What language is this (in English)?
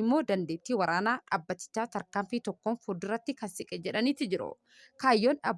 Oromo